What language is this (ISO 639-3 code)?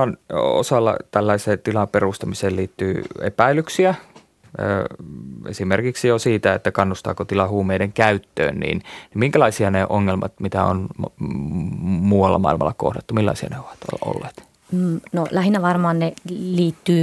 fin